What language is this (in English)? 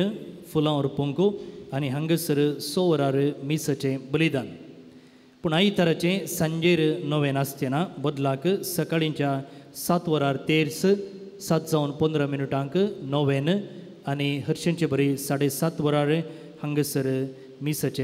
Konkani